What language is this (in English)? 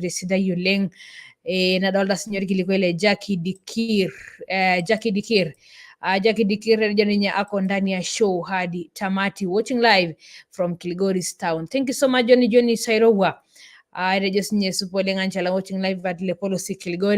Masai